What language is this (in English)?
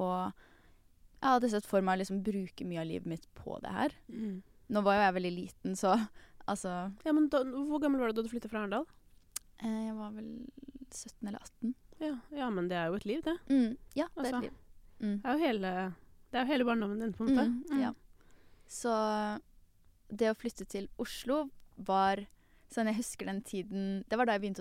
Norwegian